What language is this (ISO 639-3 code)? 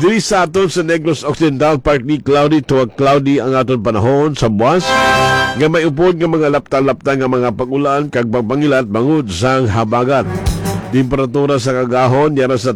hil